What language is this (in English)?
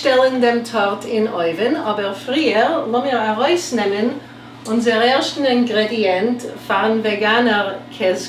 Yiddish